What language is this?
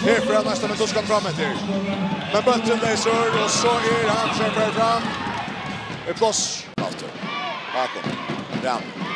Faroese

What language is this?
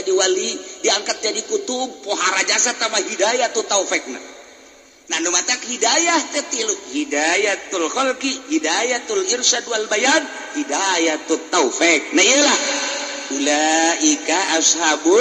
Sundanese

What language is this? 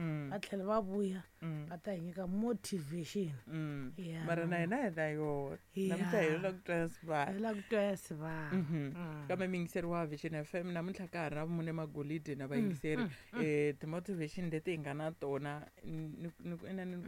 Tsonga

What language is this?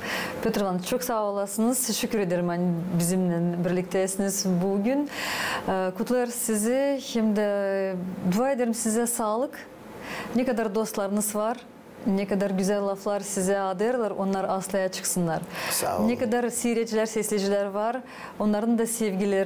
Gagauz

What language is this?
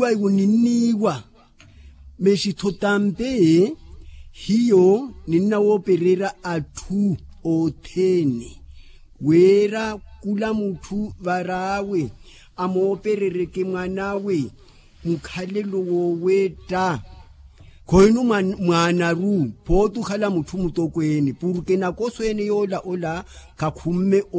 Makhuwa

